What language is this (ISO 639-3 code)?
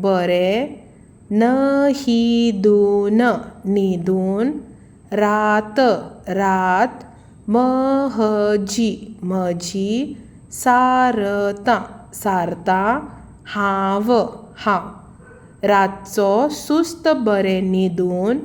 kok